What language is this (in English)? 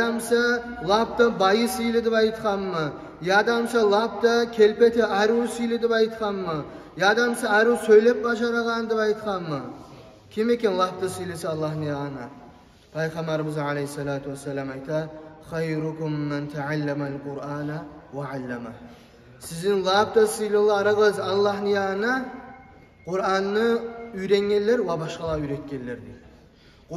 Kumyk